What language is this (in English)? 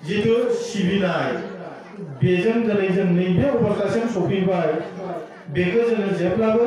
Bodo